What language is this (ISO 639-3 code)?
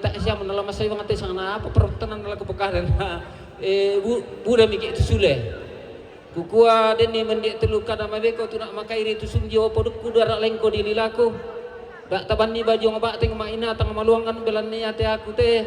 sda